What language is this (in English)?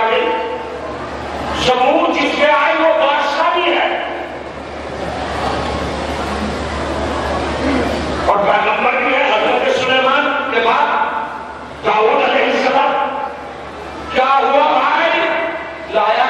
Urdu